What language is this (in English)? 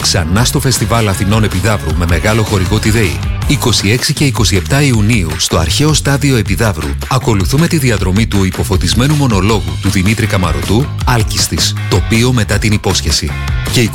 Greek